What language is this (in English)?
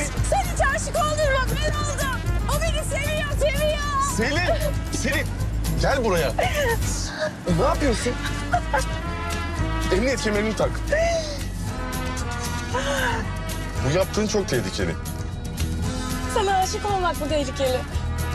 Turkish